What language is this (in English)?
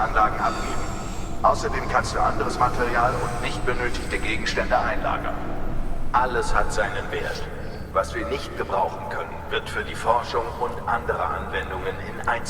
Swiss German